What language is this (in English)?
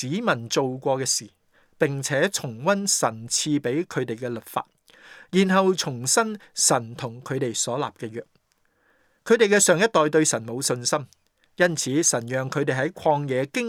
Cantonese